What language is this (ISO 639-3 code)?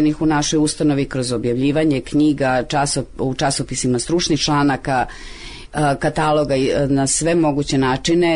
srp